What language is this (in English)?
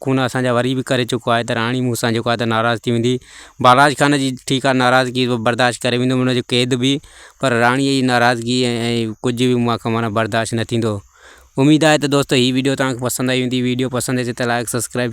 Sindhi